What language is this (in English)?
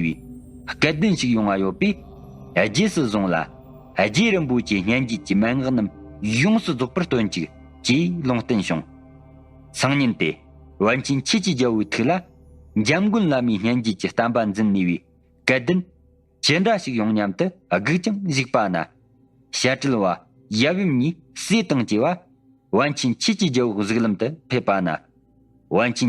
Tibetan